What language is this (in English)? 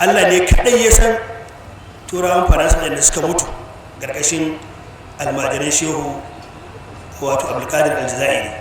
Hausa